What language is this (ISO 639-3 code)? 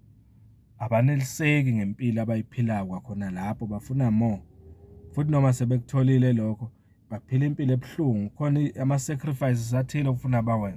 zul